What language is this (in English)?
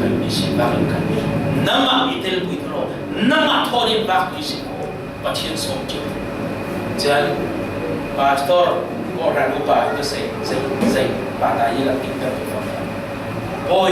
Falam Chin